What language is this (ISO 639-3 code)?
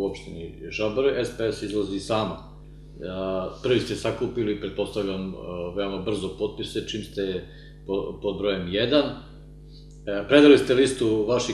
srp